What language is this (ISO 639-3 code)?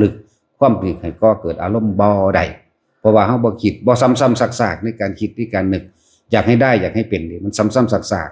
tts